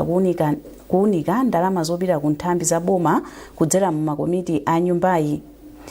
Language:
Nyanja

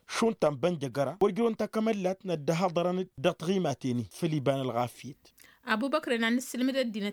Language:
Tamasheq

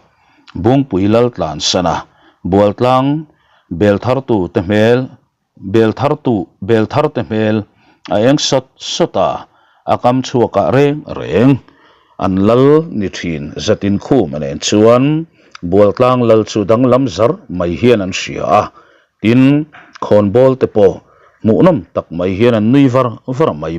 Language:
Mizo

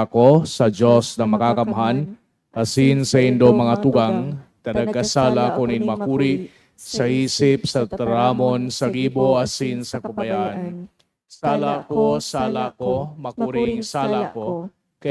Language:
Bikol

